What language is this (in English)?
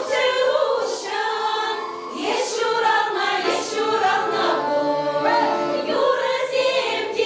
Chuvash